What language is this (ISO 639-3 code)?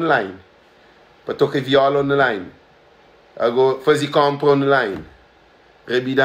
kea